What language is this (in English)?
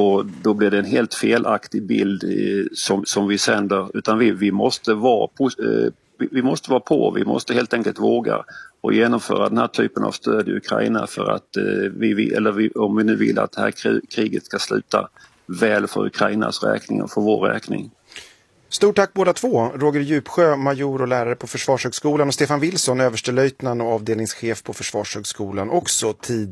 Swedish